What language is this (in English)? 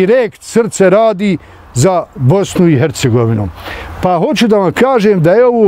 Bosnian